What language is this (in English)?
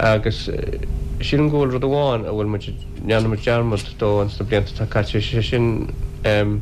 Irish